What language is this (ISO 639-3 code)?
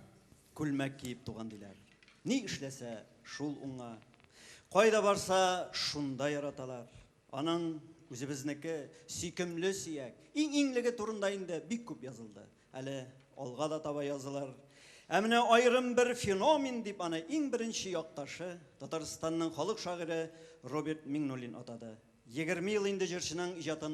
tat